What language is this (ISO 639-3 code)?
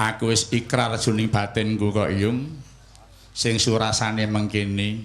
jav